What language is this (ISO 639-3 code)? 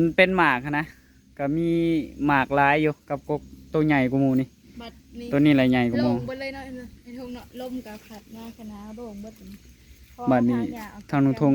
tts